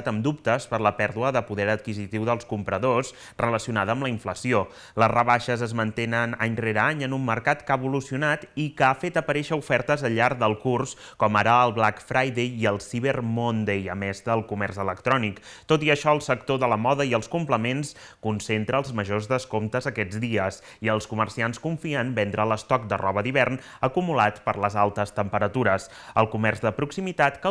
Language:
Catalan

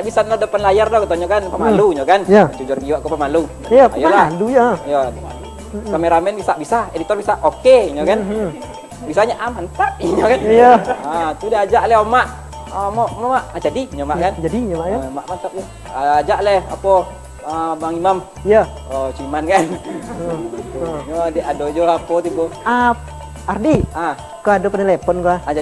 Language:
Minangkabau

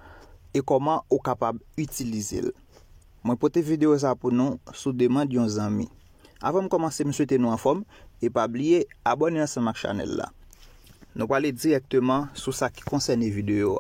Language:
Haitian Creole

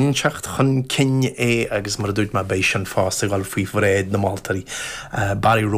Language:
Irish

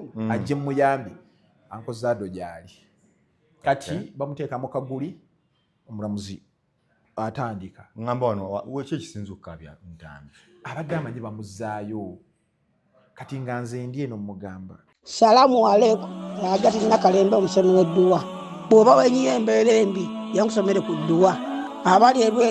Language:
Ganda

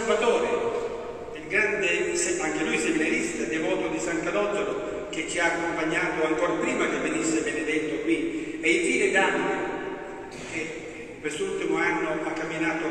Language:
Italian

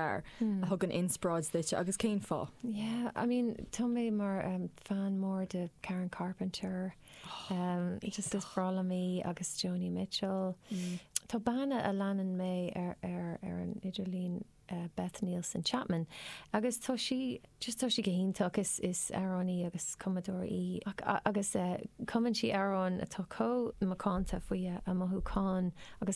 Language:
Irish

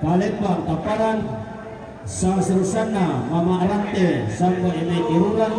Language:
Toraja-Sa'dan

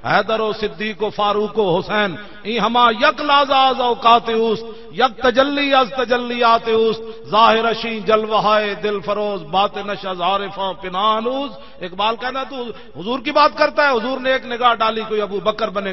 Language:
Western Panjabi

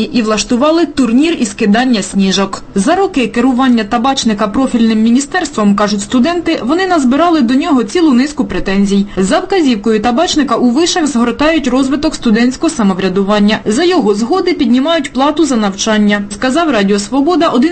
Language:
Ukrainian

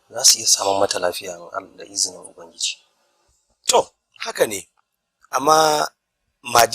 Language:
Hausa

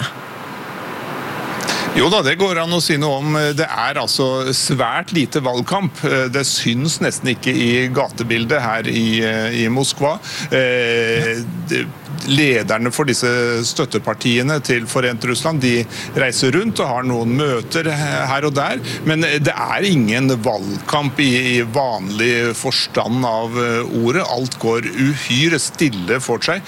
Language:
Norwegian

